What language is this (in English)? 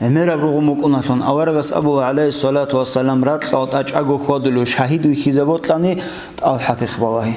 Avaric